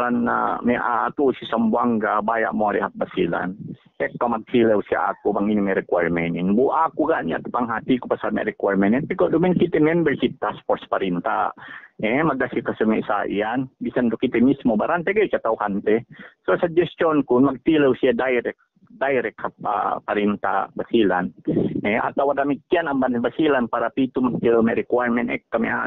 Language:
Yakan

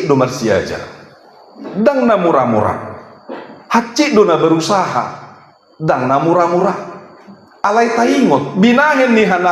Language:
Batak Toba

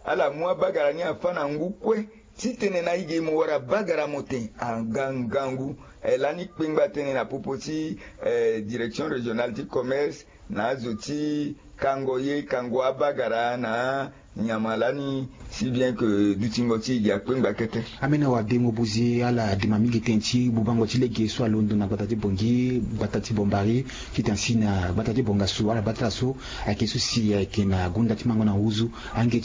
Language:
Sango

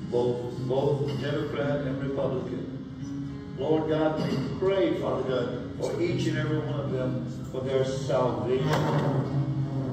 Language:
English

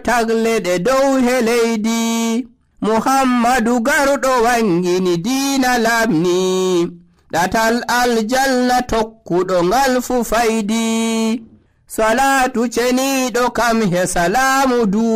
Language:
Nigerian Fulfulde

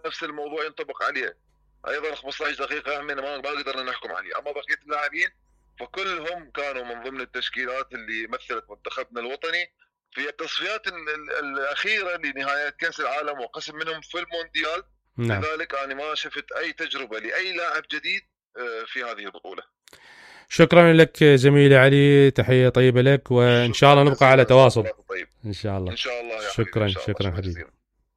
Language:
Mesopotamian Arabic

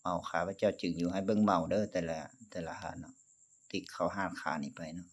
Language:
Lao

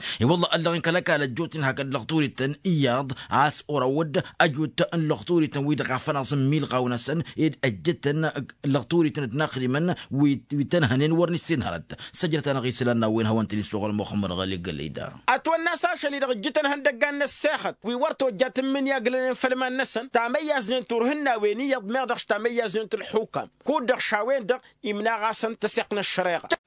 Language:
Tamasheq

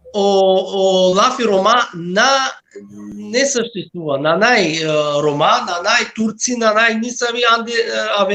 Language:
Balkan Romani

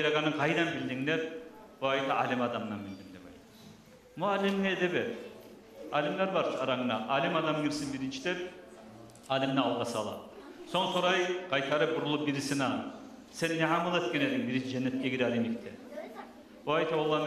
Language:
Kumyk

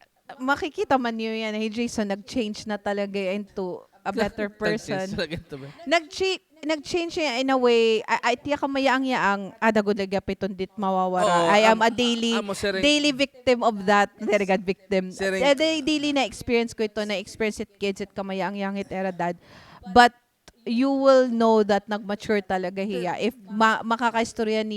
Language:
Waray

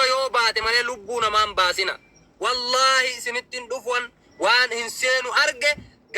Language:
Oromo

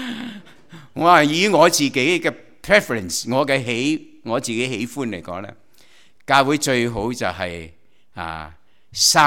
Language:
Cantonese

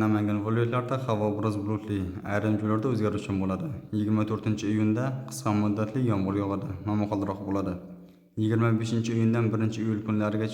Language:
Uzbek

